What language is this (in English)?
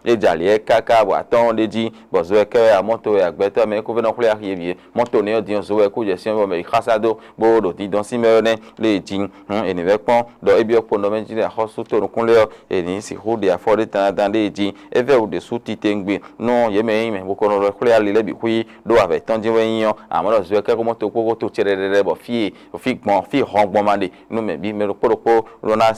Fon